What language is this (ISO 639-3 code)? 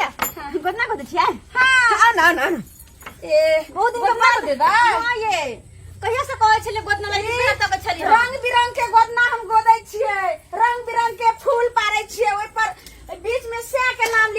mai